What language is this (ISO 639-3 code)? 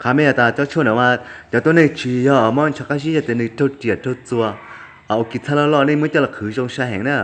hmn